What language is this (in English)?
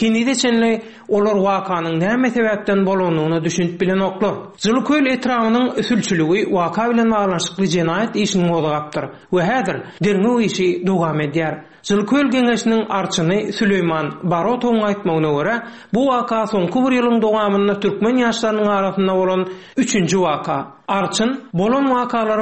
Turkmen